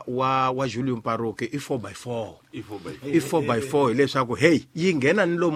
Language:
Tsonga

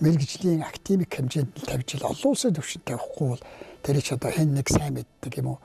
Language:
Mongolian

